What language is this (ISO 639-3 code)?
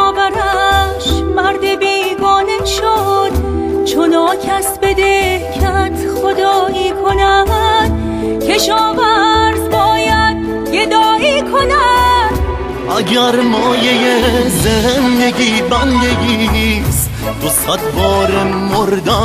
fas